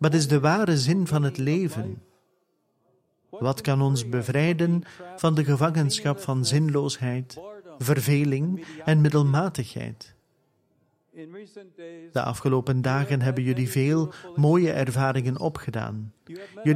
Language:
Dutch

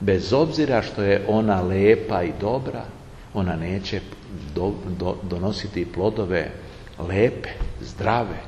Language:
Serbian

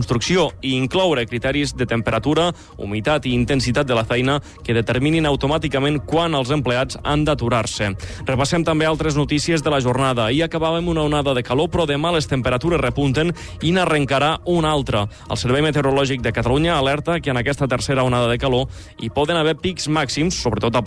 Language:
Catalan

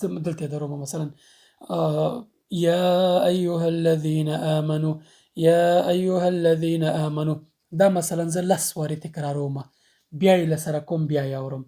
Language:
Pashto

